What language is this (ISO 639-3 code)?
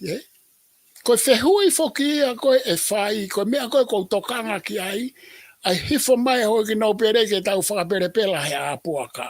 ton